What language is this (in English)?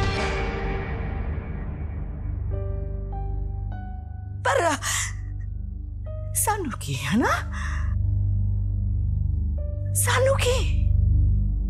Hindi